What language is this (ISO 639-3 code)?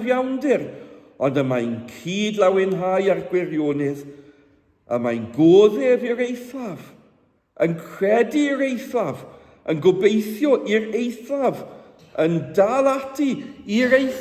cym